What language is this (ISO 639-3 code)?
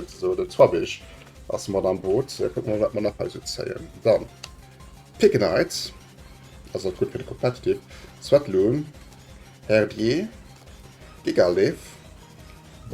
ltz